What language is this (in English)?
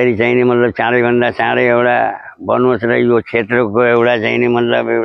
Nepali